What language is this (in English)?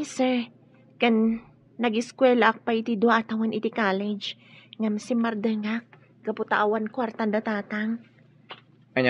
Iloko